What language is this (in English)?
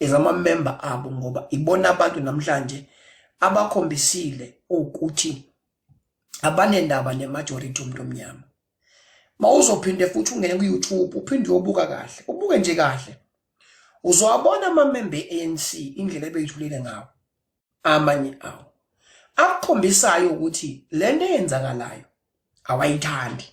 Zulu